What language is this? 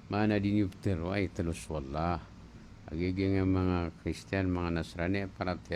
Maranao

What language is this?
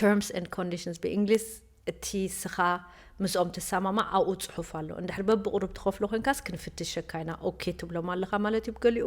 Tigrinya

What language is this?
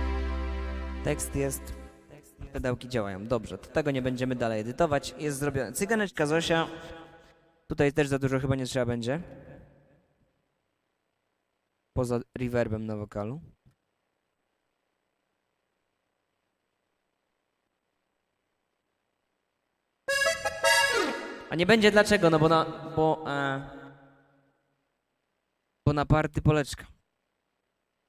Polish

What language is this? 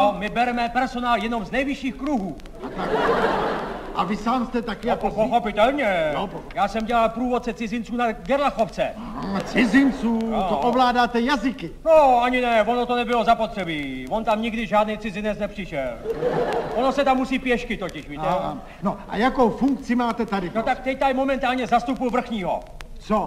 Czech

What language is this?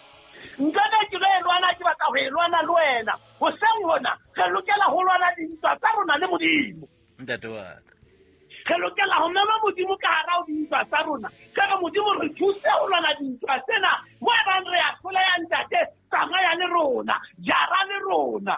Southern Sotho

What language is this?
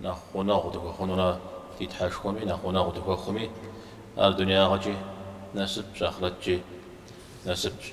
Kabardian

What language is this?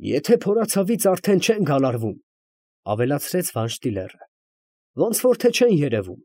Armenian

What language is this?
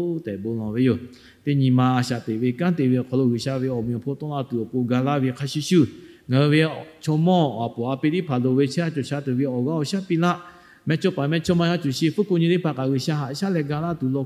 Lahu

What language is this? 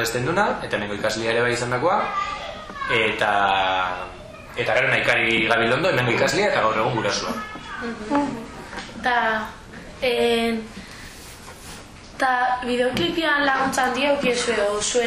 Basque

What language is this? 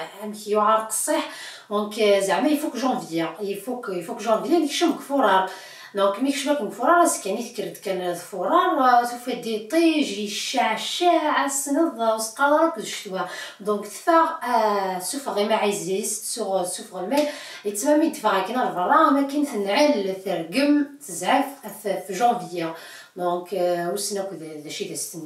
Kabyle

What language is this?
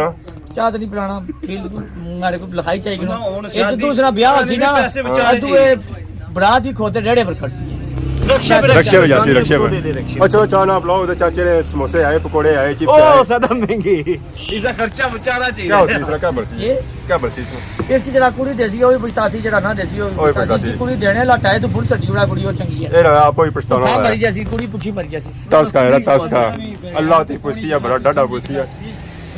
Pahari-Potwari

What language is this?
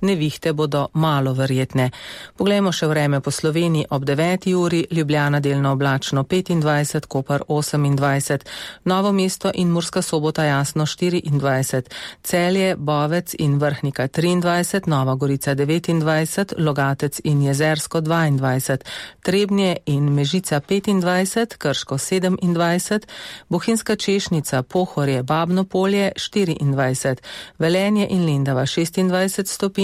Slovenian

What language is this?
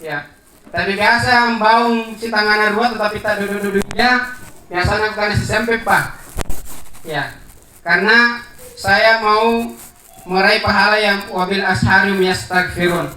Makasar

